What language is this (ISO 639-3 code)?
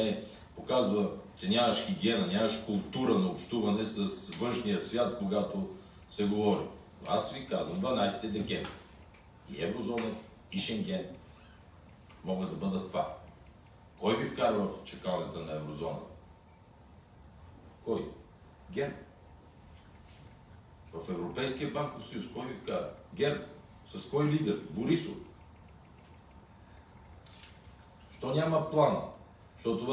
bul